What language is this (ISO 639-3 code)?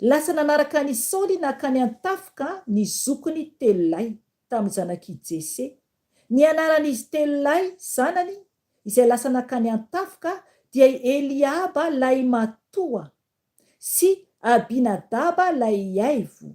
mlg